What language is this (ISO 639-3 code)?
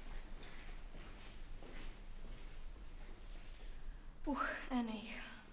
bos